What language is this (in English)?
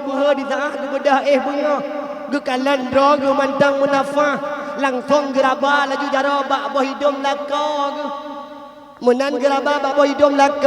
Achinese